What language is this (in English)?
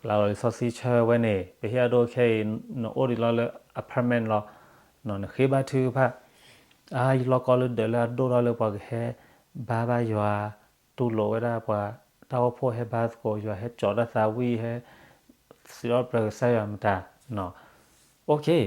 S'gaw Karen